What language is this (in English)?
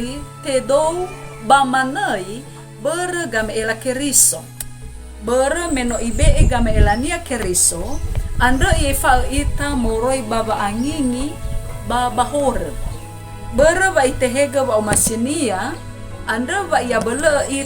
Nias